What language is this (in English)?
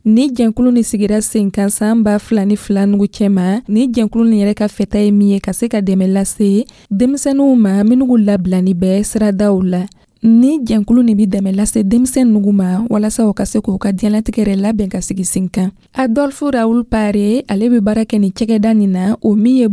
Dyula